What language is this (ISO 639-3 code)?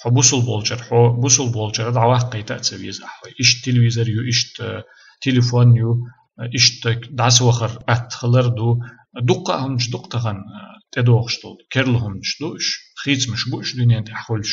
che